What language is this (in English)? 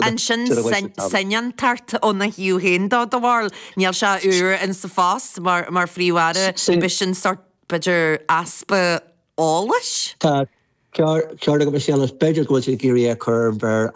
Irish